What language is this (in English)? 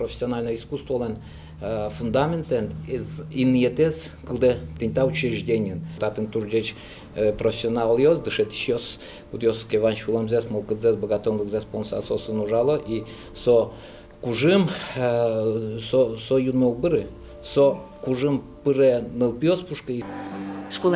Udmurt